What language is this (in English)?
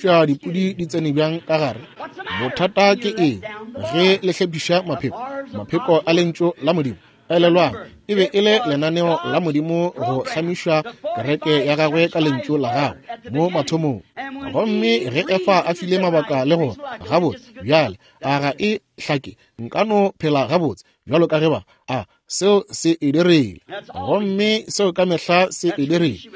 Northern Sotho